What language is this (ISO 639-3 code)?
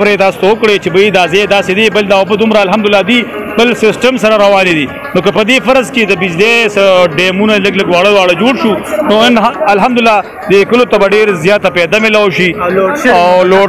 pus